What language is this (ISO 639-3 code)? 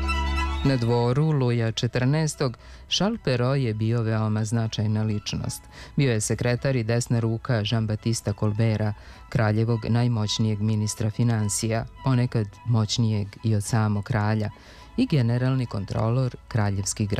srp